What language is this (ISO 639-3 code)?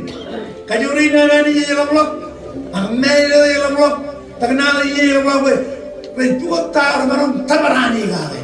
mah